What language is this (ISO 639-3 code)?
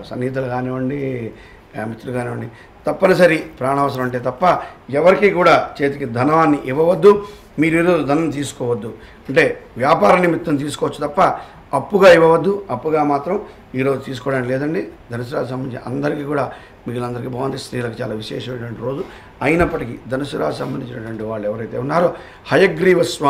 tel